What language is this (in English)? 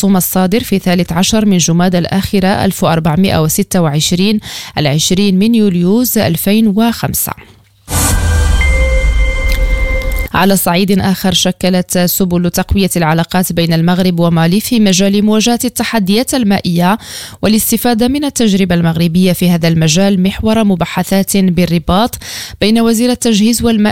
Arabic